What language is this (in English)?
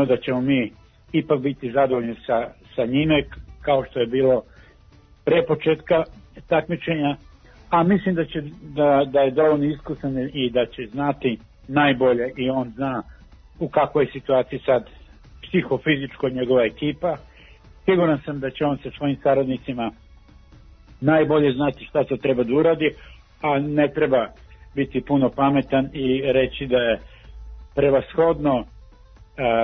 Serbian